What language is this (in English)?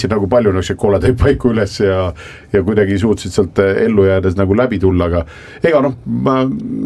Estonian